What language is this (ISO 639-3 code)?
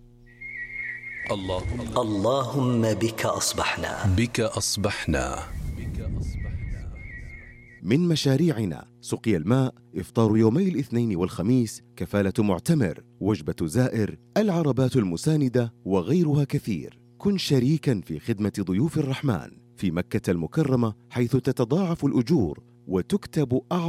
ara